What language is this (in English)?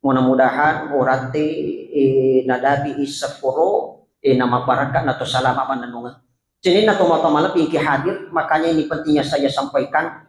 Buginese